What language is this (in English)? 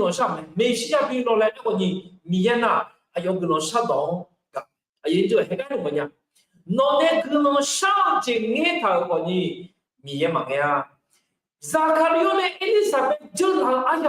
Akha